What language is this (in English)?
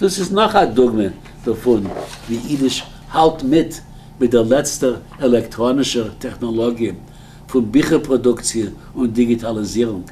Yiddish